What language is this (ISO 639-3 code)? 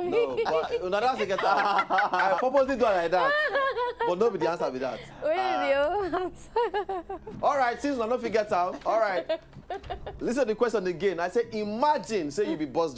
pcm